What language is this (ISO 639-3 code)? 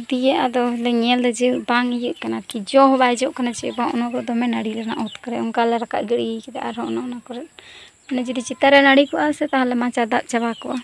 sat